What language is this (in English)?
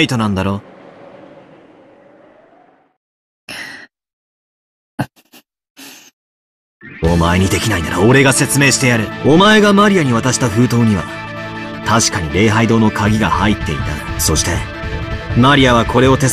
Japanese